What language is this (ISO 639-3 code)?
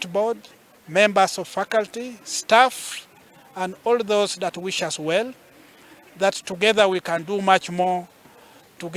guz